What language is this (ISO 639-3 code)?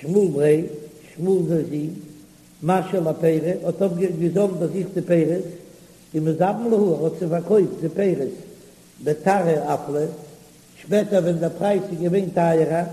yid